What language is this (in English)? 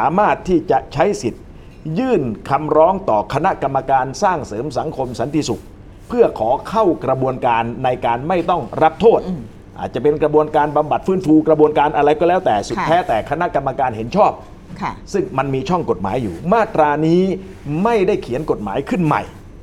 Thai